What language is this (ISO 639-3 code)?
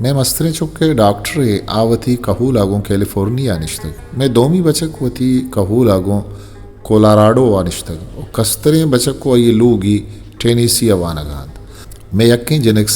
bgp